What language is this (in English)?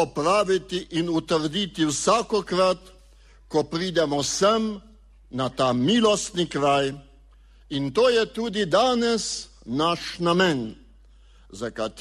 Slovenian